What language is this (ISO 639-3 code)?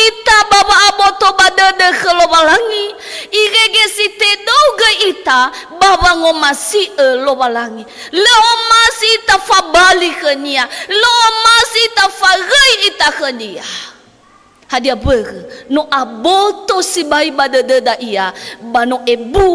nia